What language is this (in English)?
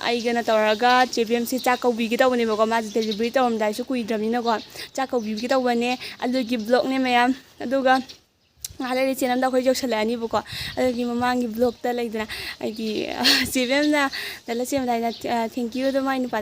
Manipuri